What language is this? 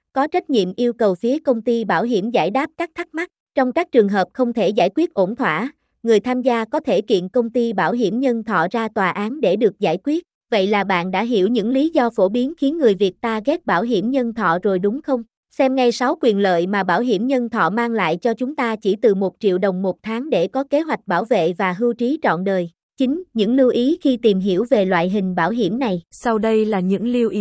Vietnamese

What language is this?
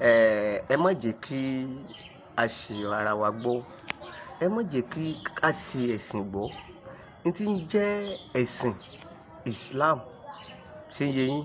Yoruba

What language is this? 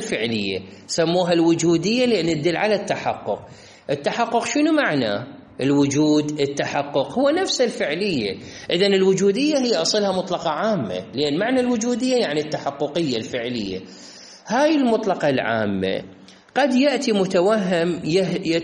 Mesopotamian Arabic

